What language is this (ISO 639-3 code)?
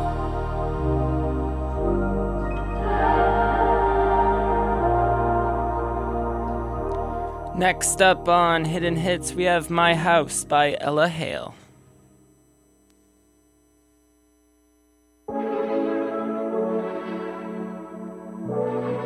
eng